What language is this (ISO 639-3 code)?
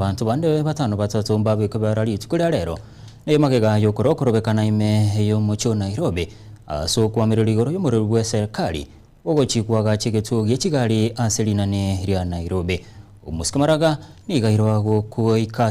guz